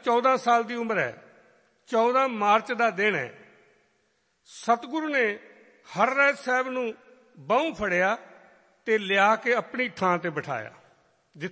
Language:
Punjabi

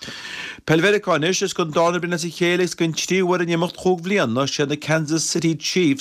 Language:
Irish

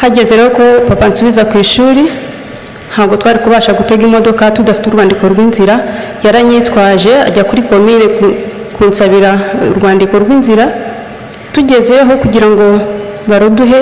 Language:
Kinyarwanda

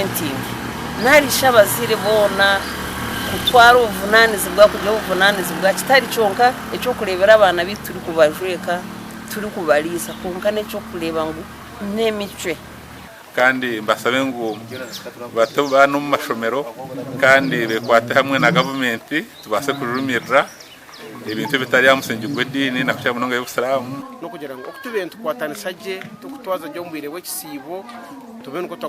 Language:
Nyankole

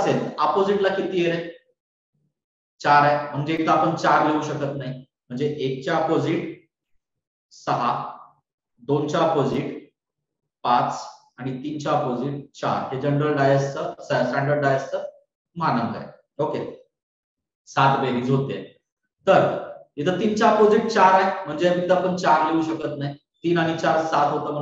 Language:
Marathi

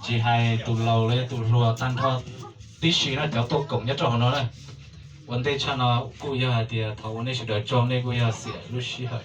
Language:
Hmong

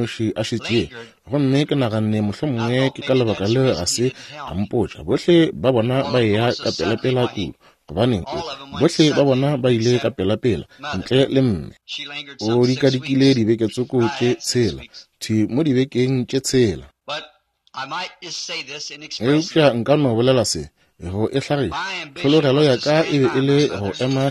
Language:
Northern Sotho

